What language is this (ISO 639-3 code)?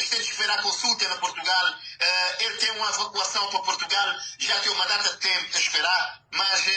kea